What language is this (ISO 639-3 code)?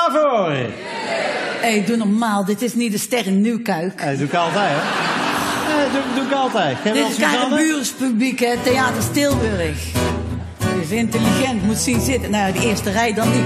nld